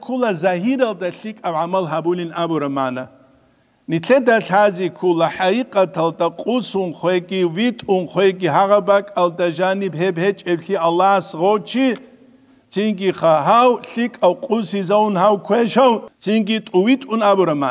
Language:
Avaric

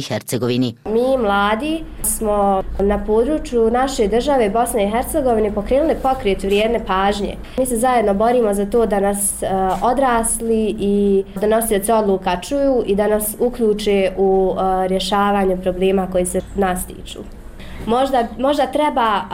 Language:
Bosnian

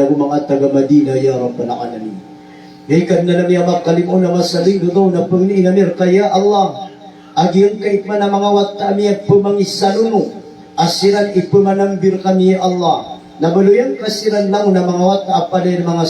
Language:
Maranao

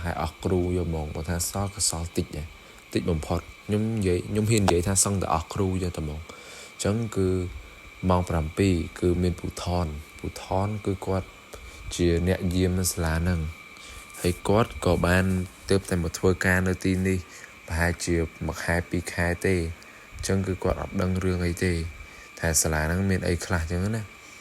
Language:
Khmer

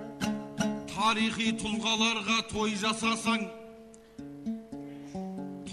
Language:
Kazakh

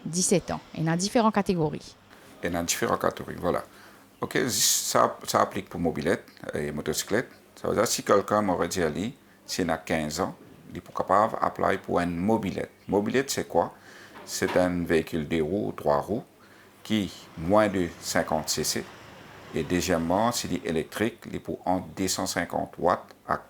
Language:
Morisyen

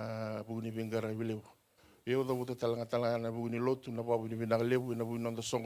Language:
Fijian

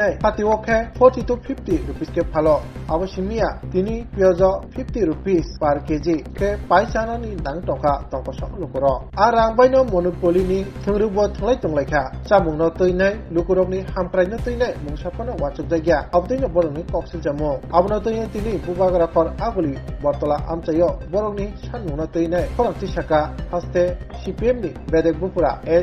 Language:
Kok Borok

